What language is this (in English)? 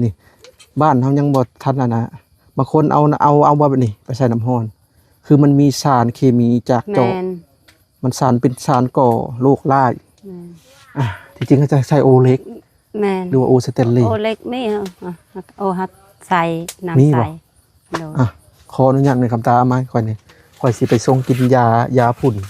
Lao